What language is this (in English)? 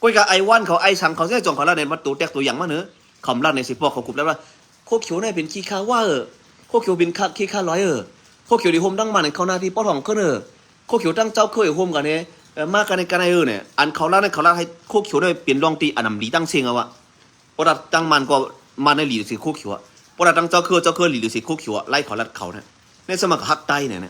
Shan